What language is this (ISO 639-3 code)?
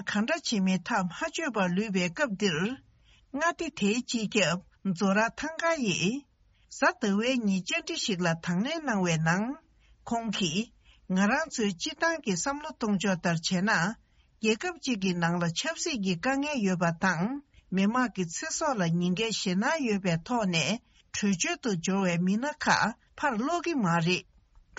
bod